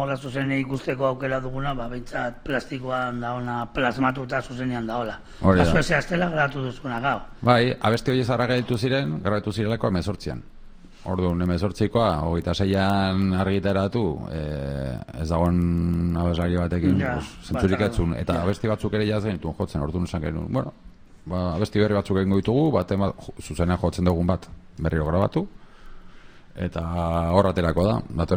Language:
Basque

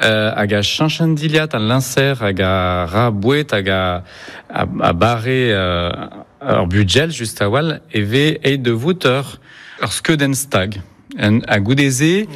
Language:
Breton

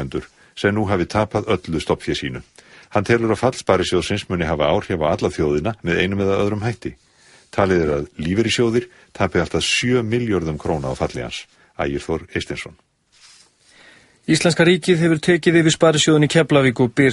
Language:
Icelandic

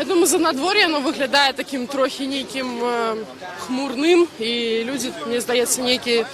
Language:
Belarusian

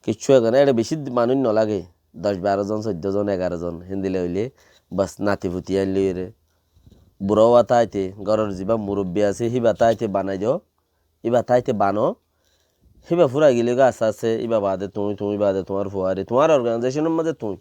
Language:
Rohingya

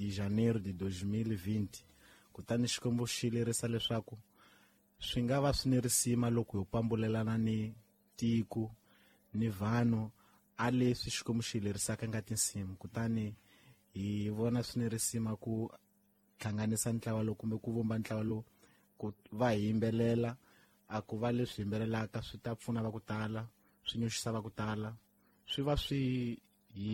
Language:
Tsonga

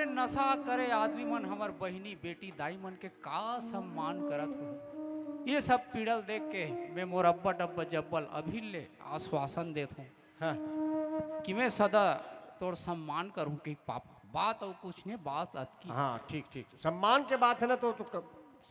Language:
Chhattisgarhi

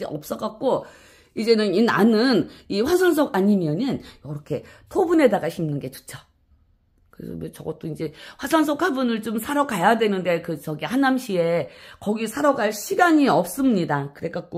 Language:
Korean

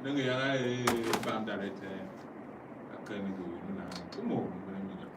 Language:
Tiv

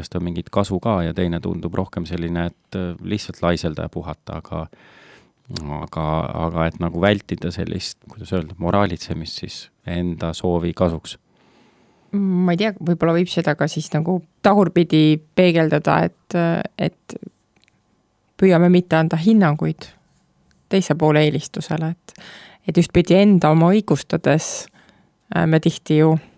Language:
Estonian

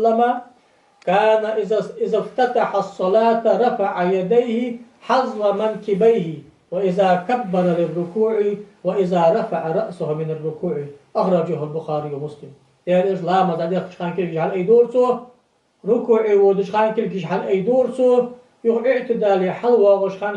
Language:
Ingush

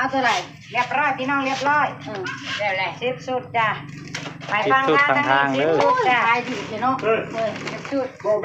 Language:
Northeastern Thai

